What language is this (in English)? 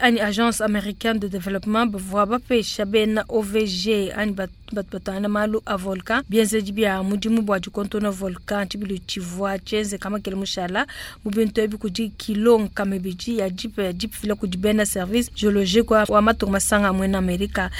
Luba-Lulua